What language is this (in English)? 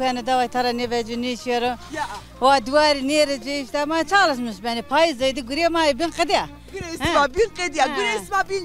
Zaza